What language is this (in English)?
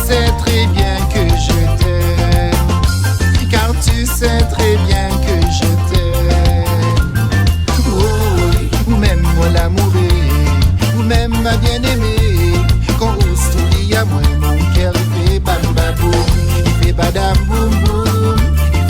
Réunion Creole French